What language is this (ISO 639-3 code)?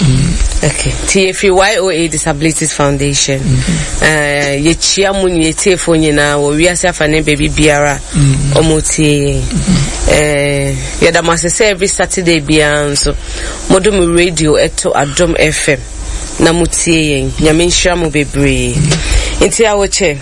aka